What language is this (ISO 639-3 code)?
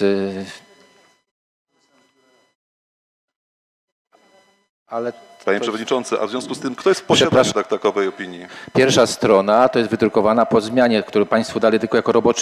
pol